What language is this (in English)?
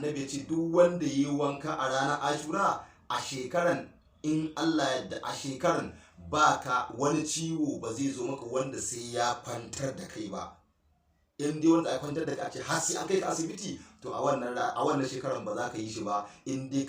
Hausa